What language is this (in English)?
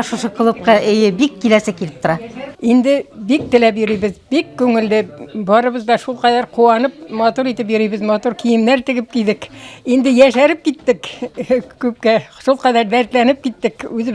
Bashkir